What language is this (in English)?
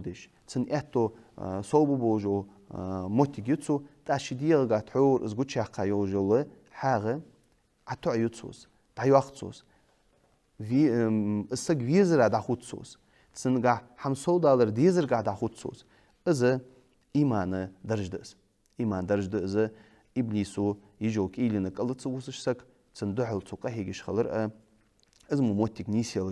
Ingush